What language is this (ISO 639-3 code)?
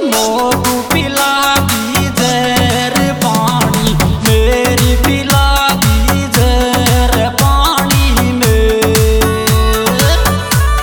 hin